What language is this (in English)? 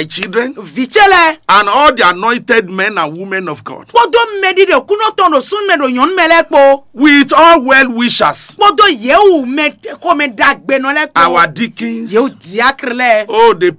Fon